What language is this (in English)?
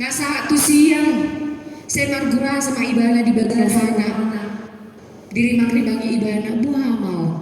Batak Toba